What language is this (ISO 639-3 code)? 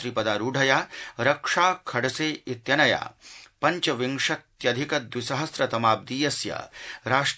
san